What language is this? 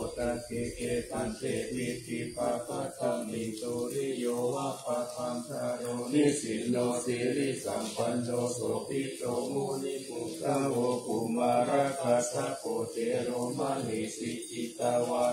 Pali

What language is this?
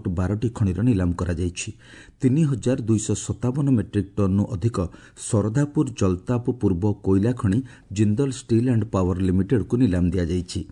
Odia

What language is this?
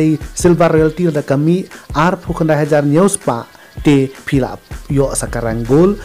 Khasi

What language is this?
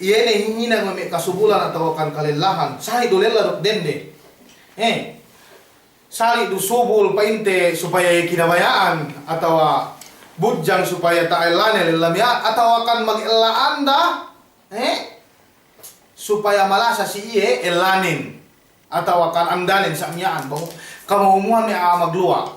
Yakan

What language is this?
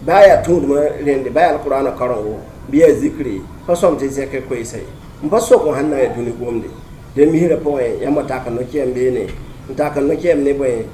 Mossi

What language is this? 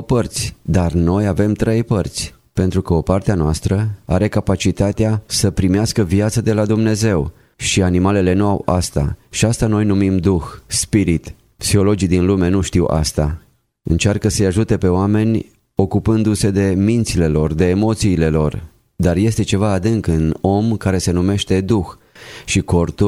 Romanian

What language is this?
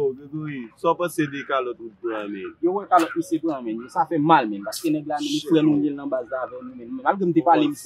Haitian Creole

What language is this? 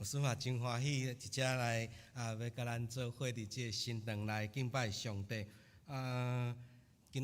Min Nan Chinese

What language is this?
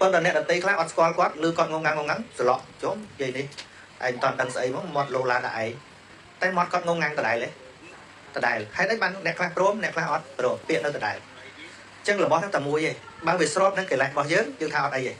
Khmer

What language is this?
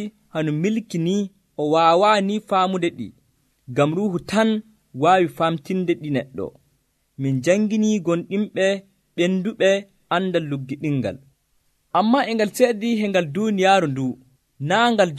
Nigerian Fulfulde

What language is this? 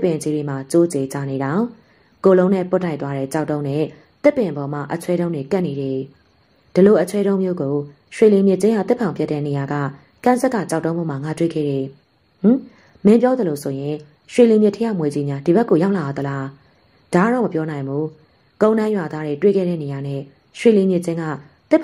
Burmese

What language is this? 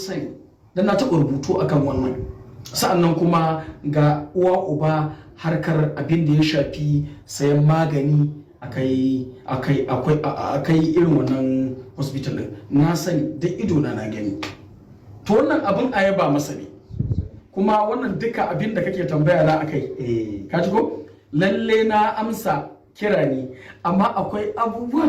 Hausa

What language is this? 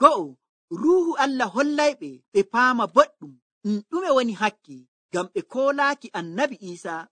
Nigerian Fulfulde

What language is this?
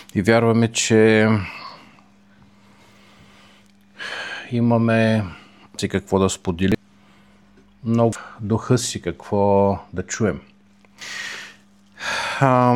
Bulgarian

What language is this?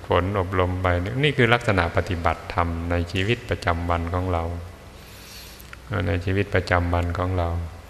Thai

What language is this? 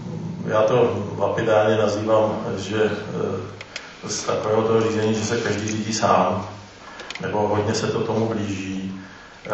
Czech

